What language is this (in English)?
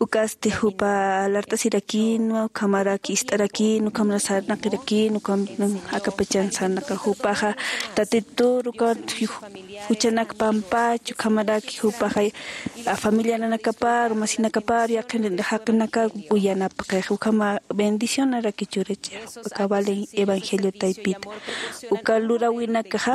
Aymara